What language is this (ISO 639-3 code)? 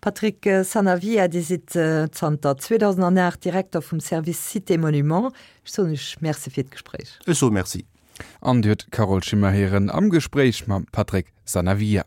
ltz